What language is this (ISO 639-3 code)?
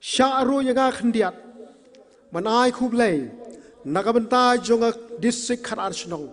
kha